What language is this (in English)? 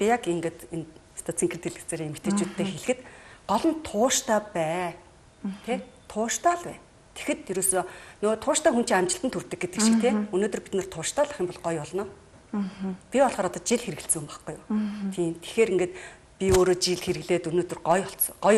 Mongolian